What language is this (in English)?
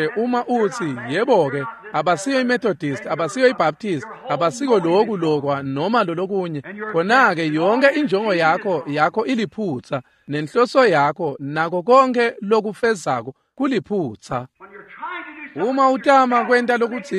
Swati